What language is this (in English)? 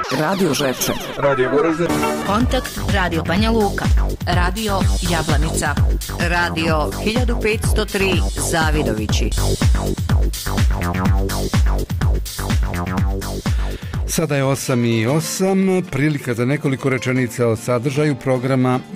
Bosnian